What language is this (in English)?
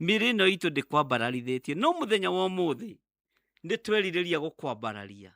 Kikuyu